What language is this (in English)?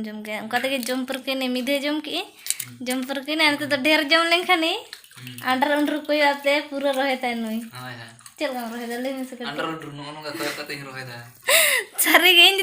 Santali